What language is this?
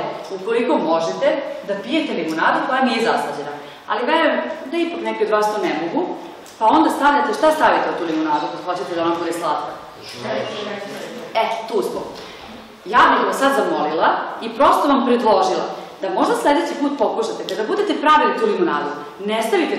Serbian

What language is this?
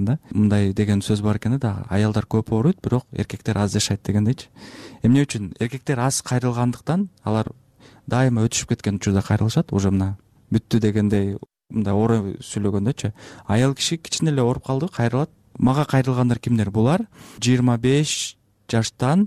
Kyrgyz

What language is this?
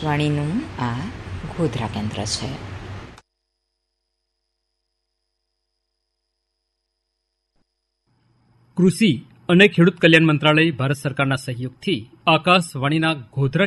Gujarati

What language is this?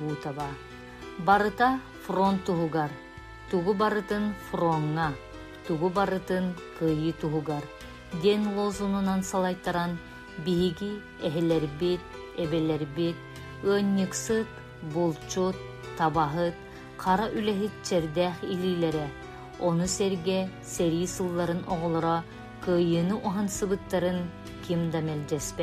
Yakut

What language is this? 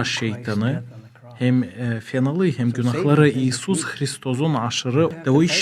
Gagauz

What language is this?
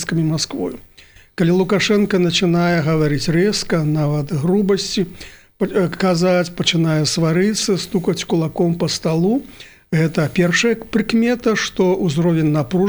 Belarusian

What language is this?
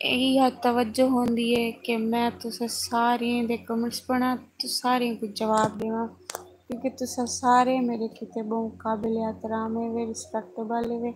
Saraiki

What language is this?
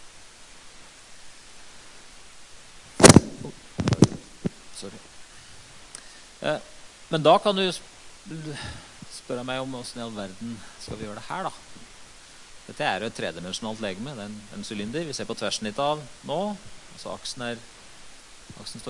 Norwegian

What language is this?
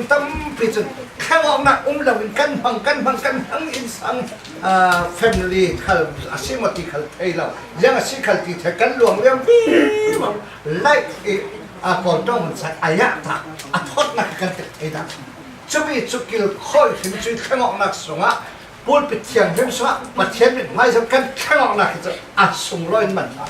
Falam Chin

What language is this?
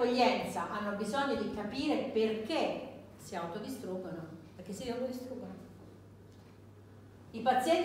Italian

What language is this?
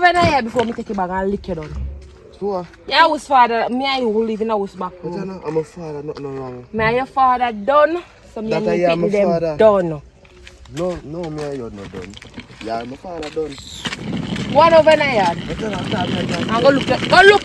Jamaican Creole English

